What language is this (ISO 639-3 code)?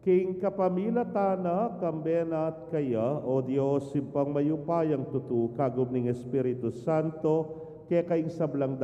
pam